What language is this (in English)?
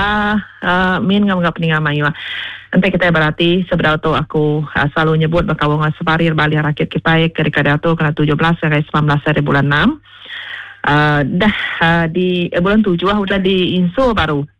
Iban